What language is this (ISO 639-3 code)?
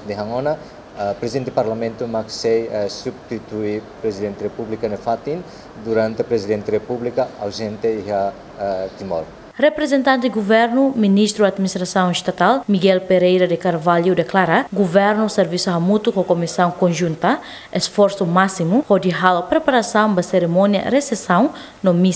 tet